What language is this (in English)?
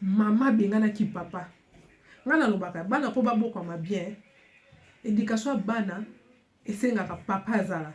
Lingala